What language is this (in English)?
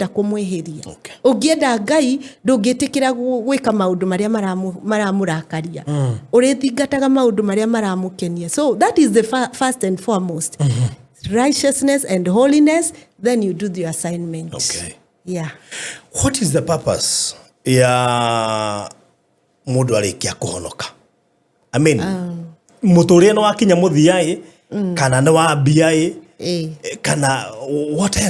Kikuyu